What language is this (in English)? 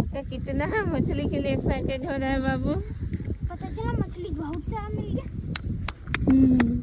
Santali